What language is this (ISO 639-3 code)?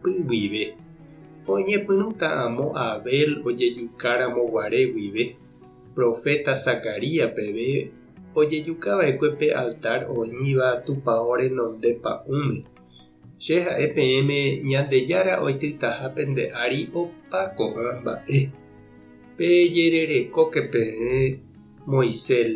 grn